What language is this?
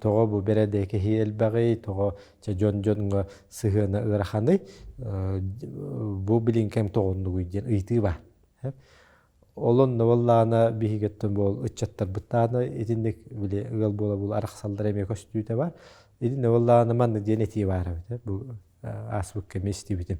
Yakut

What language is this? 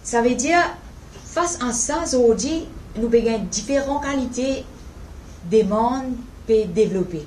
Morisyen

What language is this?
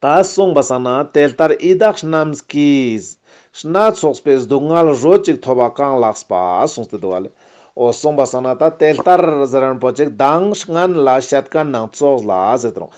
Ladakhi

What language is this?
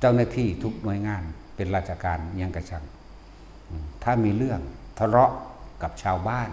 Northeastern Thai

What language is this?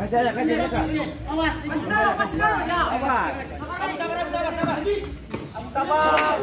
Ambonese Malay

